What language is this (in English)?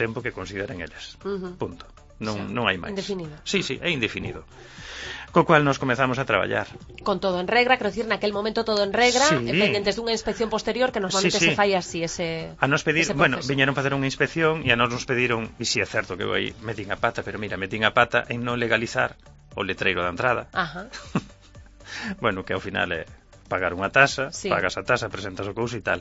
Galician